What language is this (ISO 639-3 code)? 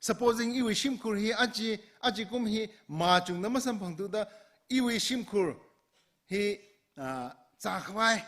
nmf